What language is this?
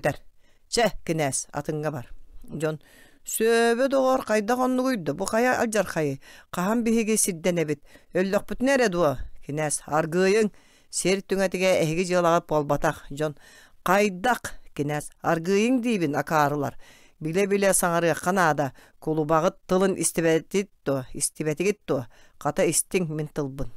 Yakut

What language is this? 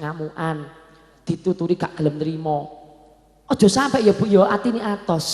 Javanese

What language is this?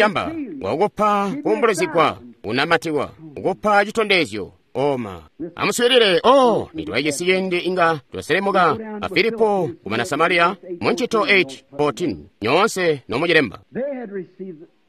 Tonga (Zambia)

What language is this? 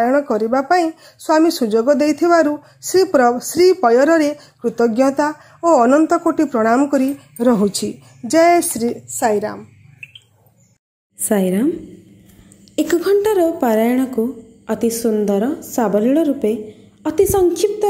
Odia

